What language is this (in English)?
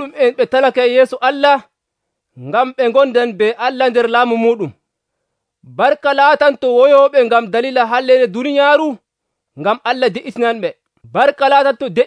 Nigerian Fulfulde